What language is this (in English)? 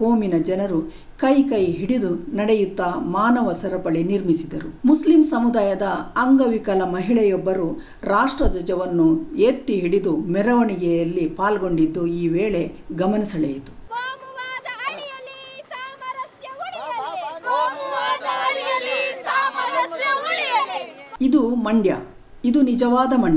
Kannada